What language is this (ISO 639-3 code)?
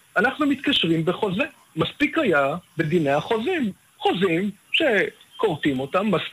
heb